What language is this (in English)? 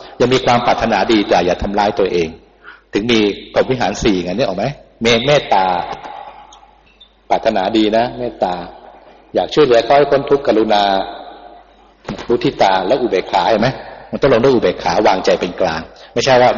Thai